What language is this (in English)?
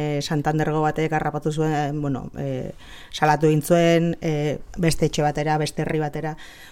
Basque